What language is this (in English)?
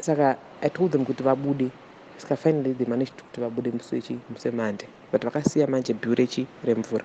Shona